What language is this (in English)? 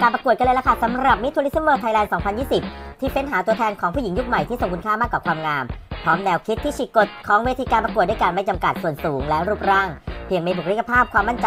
Thai